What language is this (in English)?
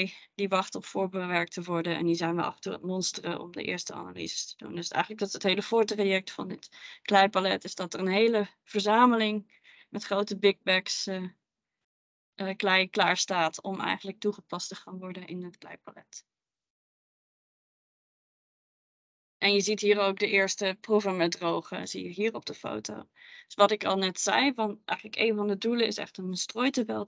Dutch